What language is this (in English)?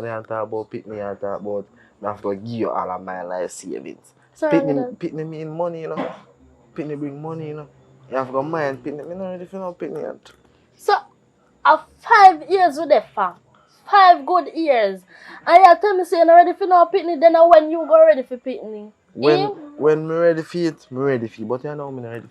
Jamaican Creole English